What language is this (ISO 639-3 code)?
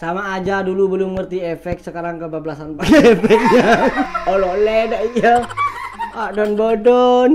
mad